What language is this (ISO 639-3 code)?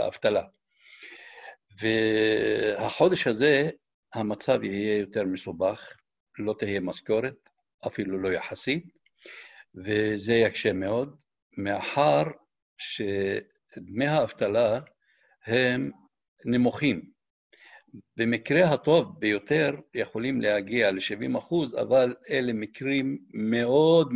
heb